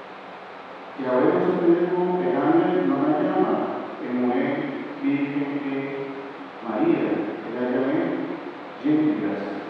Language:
Papiamento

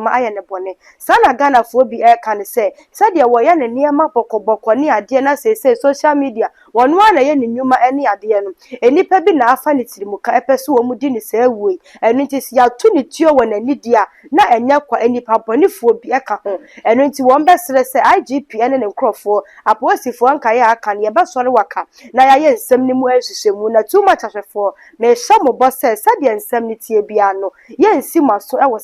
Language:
Akan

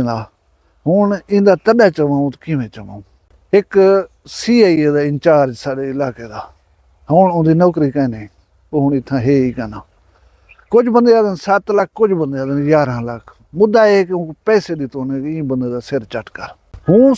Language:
Saraiki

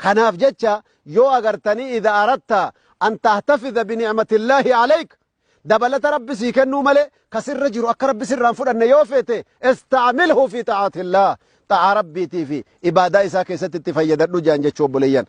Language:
Oromo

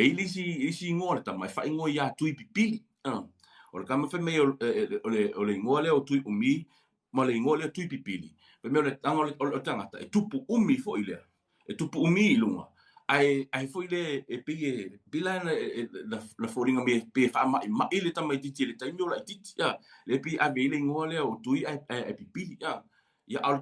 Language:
Samoan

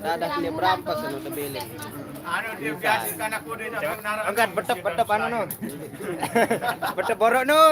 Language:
Sasak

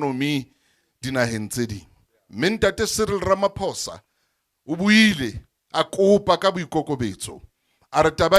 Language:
Southern Sotho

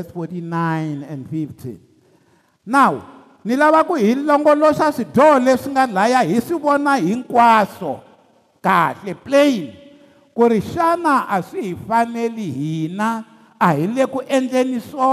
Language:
Tsonga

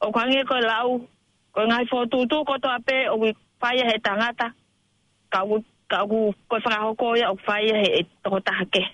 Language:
Tongan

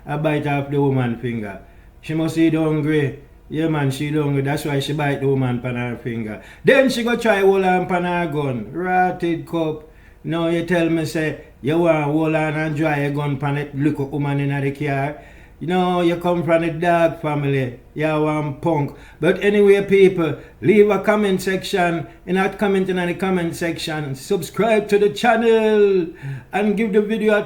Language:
Jamaican Creole English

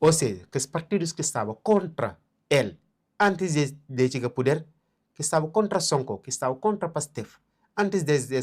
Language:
Kabuverdianu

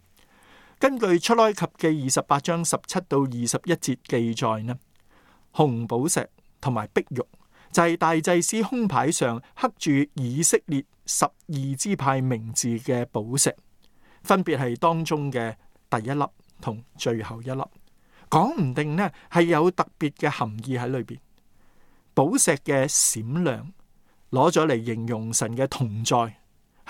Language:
Cantonese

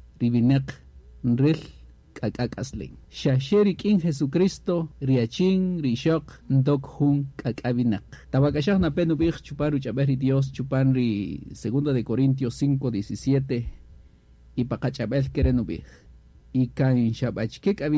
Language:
Kaqchikel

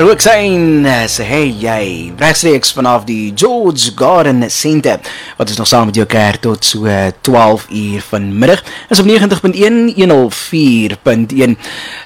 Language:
Afrikaans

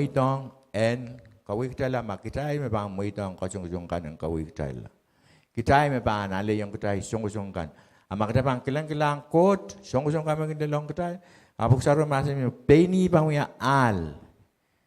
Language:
Pohnpeian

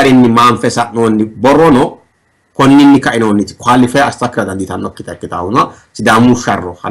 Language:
Sidamo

